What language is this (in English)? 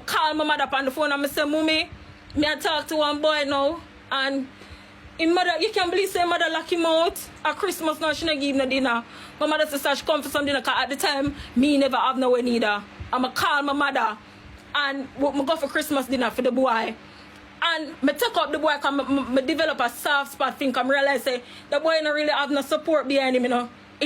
Jamaican Creole English